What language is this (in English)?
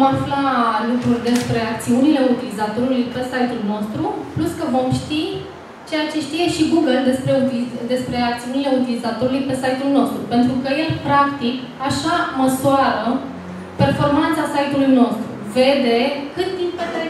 Romanian